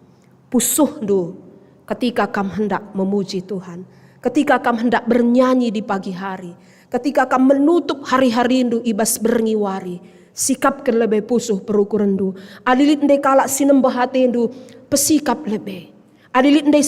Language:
Batak Karo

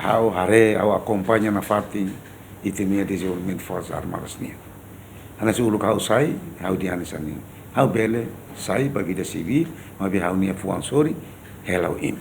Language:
Tetum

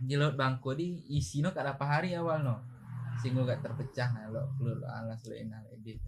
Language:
Achinese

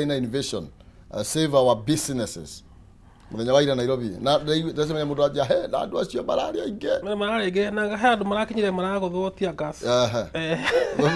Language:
Kikuyu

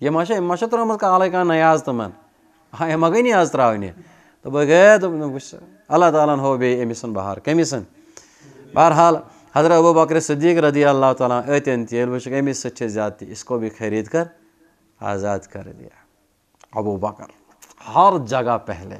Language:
Kashmiri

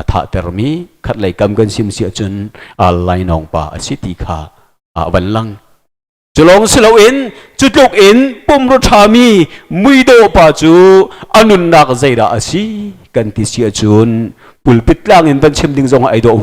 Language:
Hakha Chin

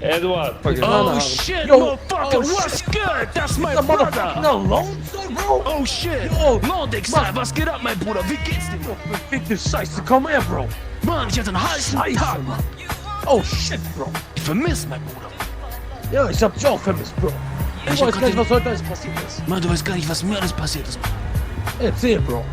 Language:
Swiss German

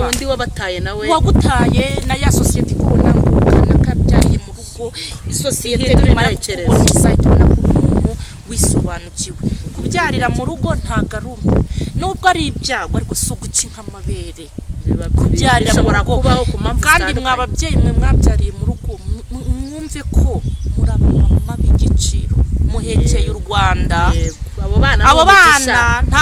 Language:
Kinyarwanda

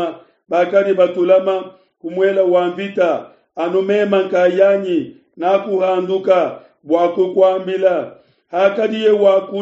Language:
Luba-Lulua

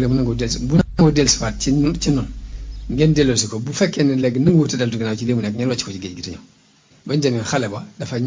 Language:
Wolof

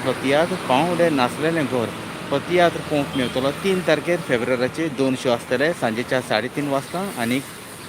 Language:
Konkani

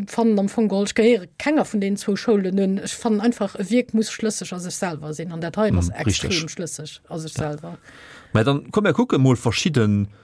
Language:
Luxembourgish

